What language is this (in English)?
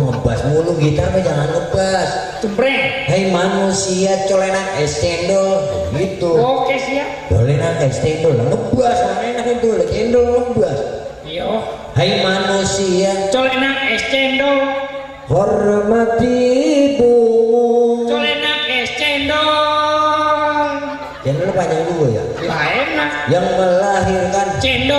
Betawi